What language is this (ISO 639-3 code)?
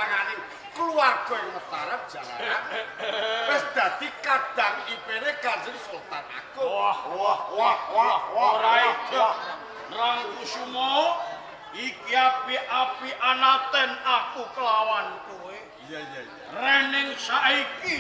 jav